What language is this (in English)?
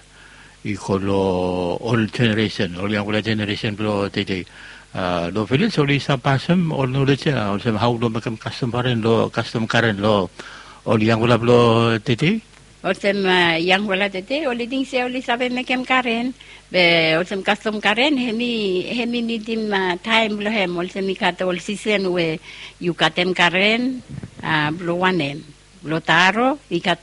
Bislama